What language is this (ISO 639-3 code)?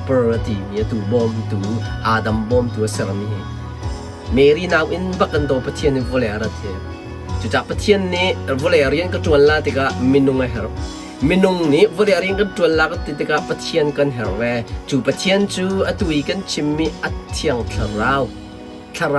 cnh